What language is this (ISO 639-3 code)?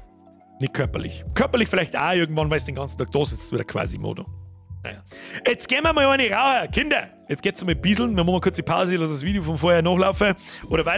bar